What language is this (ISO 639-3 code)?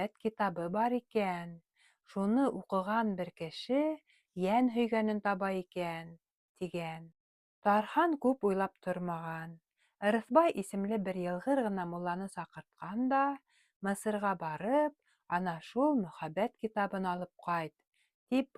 bak